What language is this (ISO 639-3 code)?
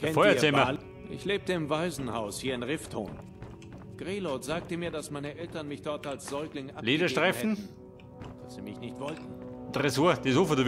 bar